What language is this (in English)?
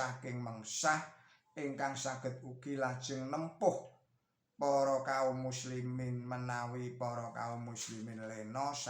Javanese